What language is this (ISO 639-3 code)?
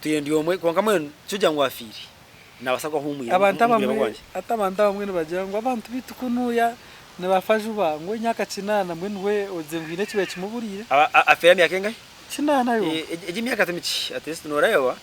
nyn